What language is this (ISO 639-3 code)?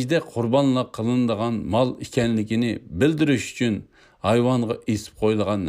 uig